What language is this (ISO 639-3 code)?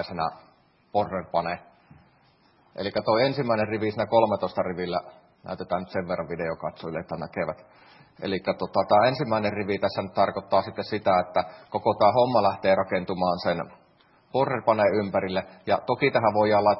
fin